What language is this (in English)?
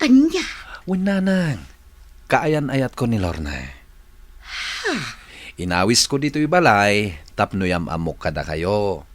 Iloko